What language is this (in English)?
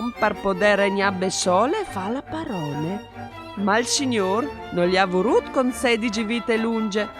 Friulian